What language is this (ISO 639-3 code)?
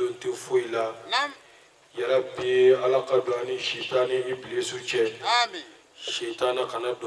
bam